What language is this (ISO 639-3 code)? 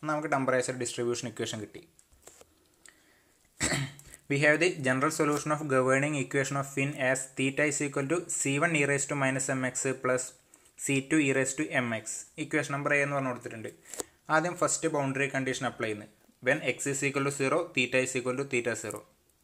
mal